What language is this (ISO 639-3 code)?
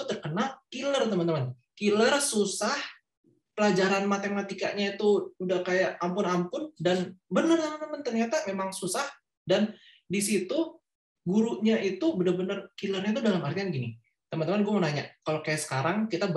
ind